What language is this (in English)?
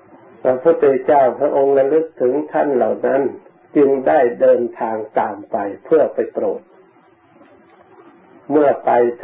Thai